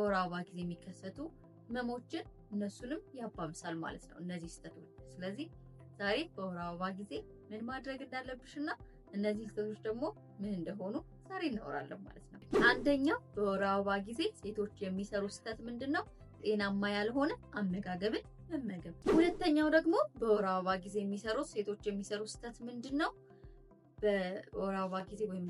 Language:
Amharic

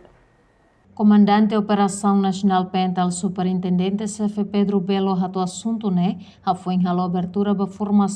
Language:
Tetum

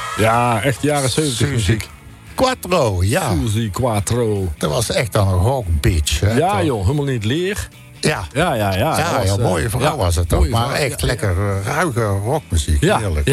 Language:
Dutch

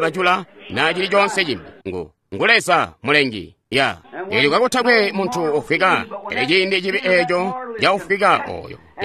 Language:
Tonga (Zambia)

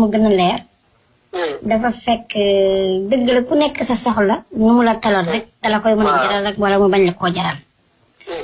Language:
Wolof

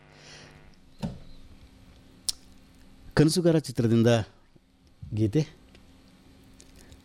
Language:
Kannada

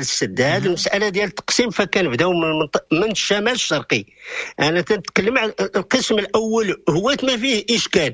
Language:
Moroccan Arabic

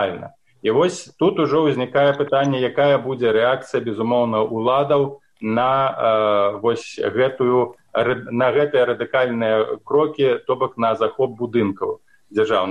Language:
Belarusian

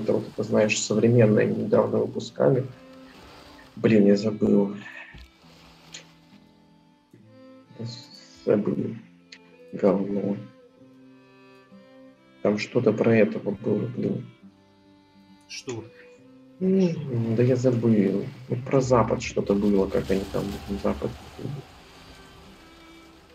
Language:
Russian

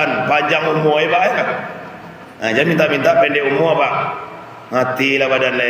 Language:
Minangkabau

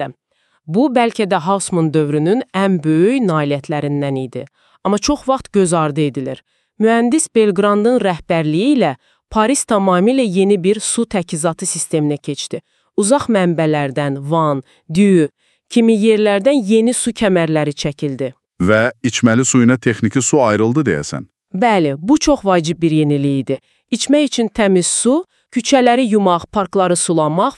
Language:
Azerbaijani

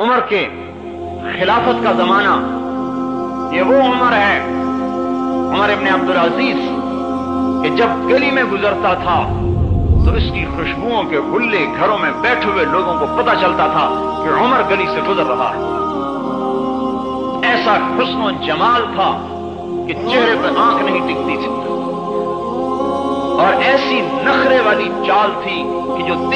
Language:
Urdu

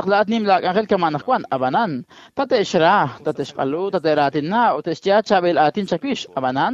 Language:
Kekchí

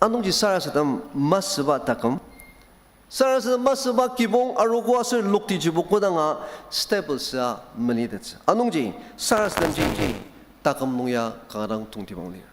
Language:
Ao Naga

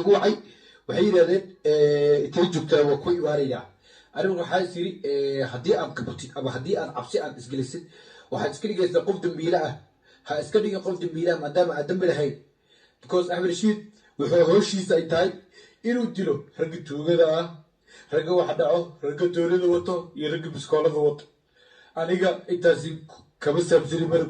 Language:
Somali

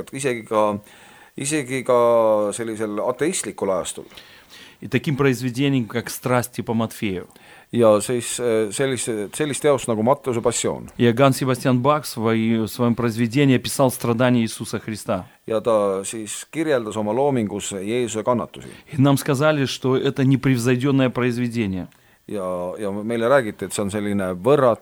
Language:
Estonian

